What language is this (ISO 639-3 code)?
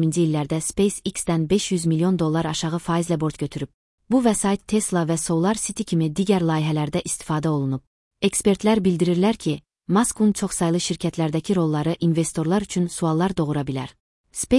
aze